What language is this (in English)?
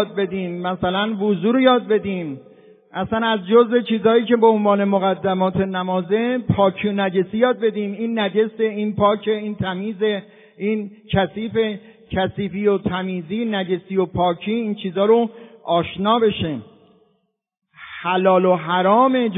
Persian